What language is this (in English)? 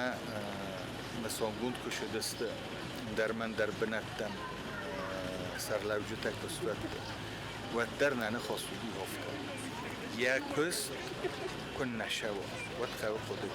Ossetic